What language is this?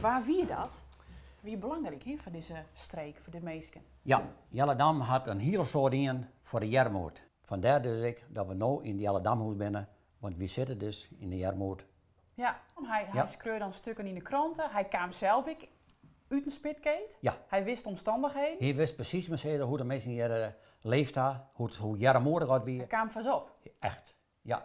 Western Frisian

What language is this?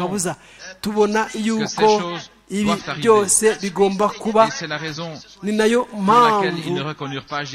Kinyarwanda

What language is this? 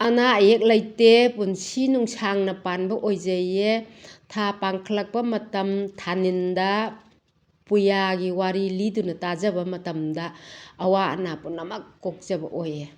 Manipuri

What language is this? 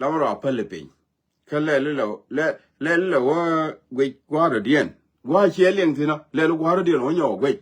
Nuer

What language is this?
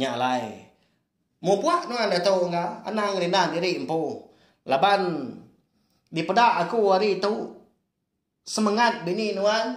Iban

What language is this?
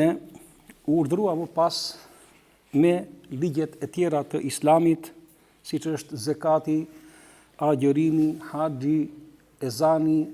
Albanian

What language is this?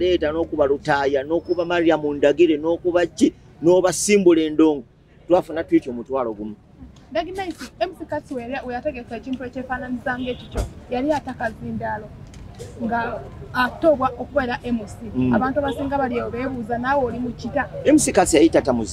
Ganda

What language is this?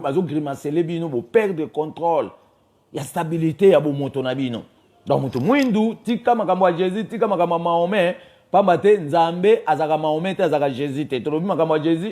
Lingala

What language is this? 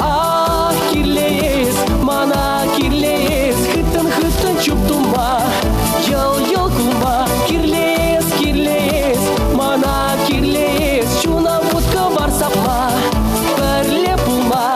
Chuvash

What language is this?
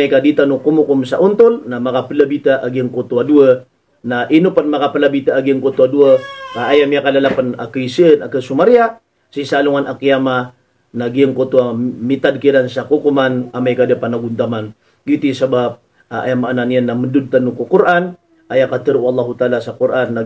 Maranao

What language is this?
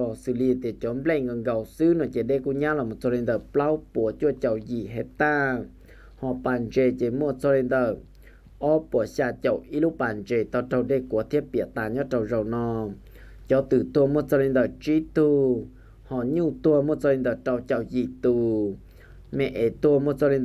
Hmong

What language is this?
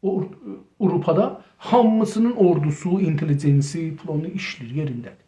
South Azerbaijani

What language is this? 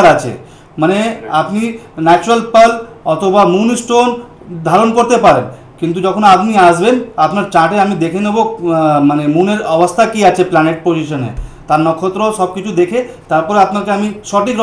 Bangla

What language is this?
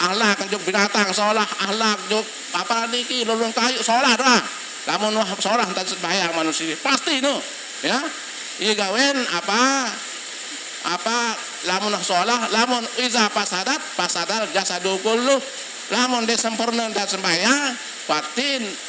Sasak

